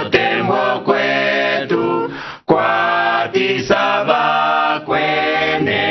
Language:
Umbundu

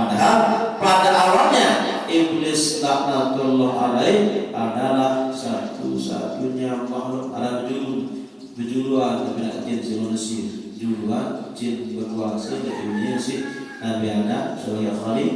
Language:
Sasak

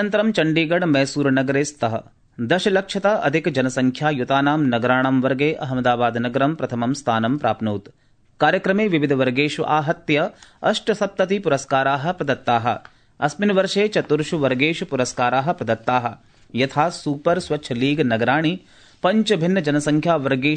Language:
Sanskrit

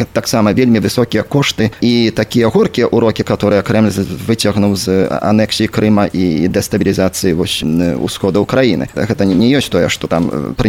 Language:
Belarusian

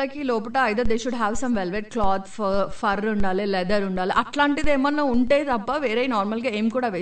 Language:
Telugu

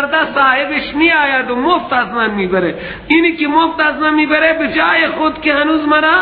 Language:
Persian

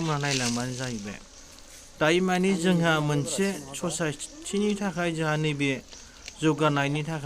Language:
Bodo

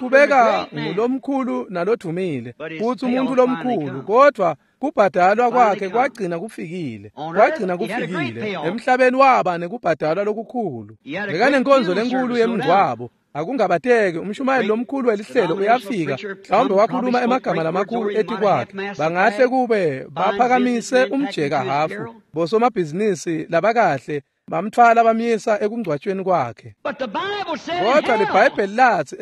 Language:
Swati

